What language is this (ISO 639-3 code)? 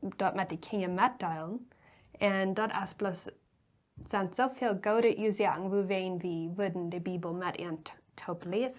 pdt